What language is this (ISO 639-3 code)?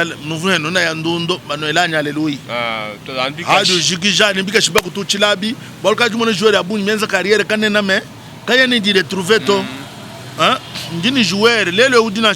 lua